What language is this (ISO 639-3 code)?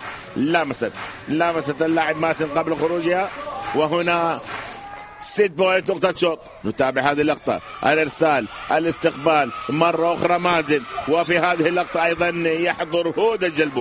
ara